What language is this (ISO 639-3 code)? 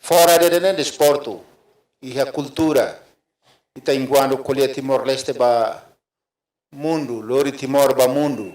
tet